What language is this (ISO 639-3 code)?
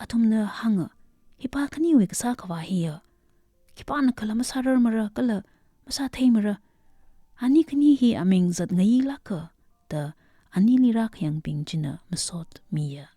nmf